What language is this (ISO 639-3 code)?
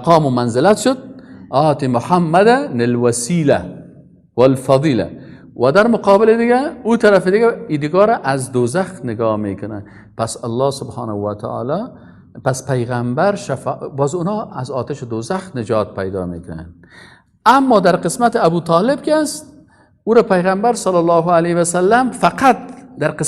fas